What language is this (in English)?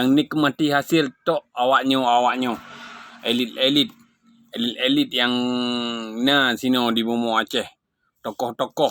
Achinese